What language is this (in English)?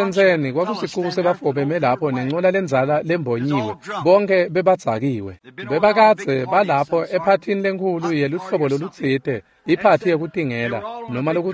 Swati